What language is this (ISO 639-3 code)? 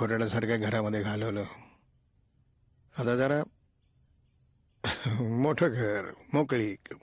mar